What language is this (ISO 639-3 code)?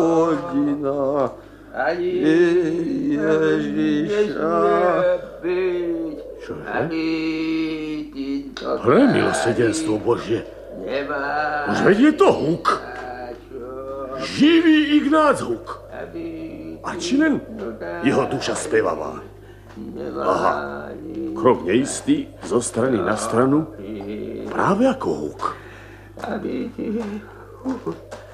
slk